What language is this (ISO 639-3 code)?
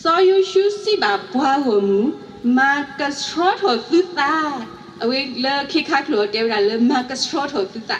ksw